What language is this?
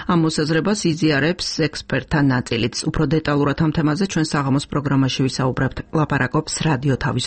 Georgian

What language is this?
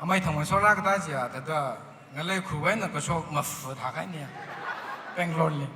Tangkhul Naga (India)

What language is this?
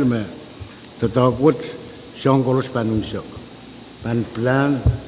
Pohnpeian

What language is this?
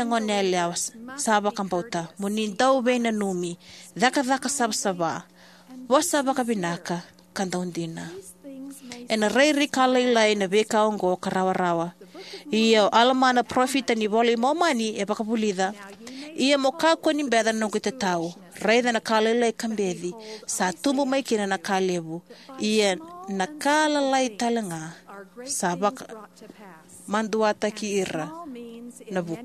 Fijian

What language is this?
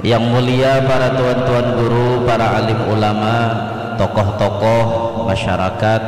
Banjar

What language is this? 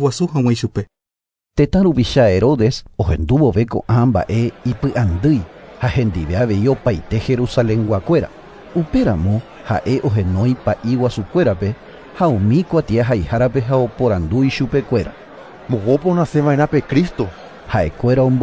Guarani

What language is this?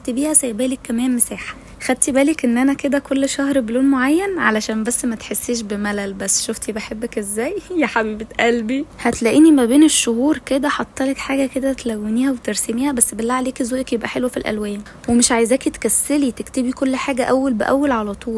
Egyptian Arabic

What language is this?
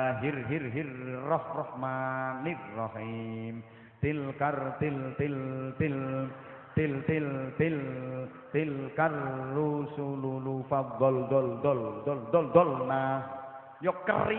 Javanese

